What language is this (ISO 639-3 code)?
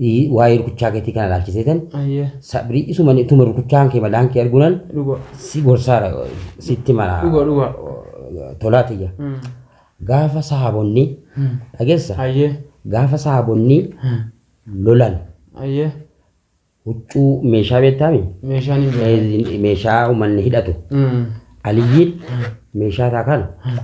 orm